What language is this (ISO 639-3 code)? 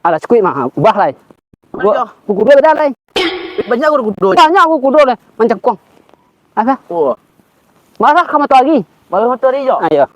min